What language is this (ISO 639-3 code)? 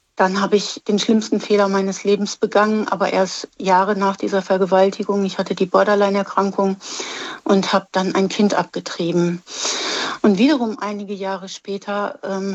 deu